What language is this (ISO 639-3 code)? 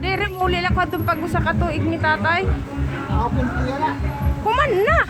war